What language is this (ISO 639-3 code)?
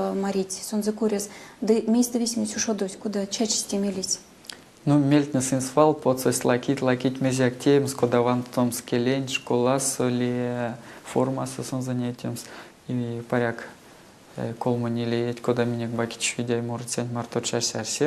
myv